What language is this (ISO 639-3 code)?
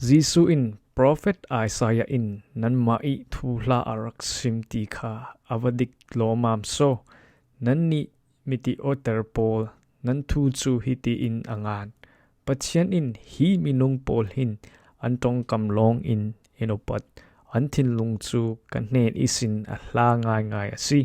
cfm